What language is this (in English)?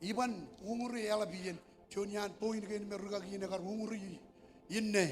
Marshallese